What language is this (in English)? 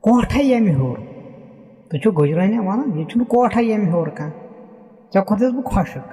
Kashmiri